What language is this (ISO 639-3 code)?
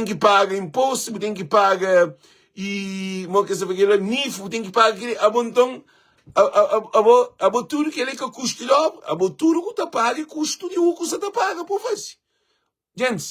kea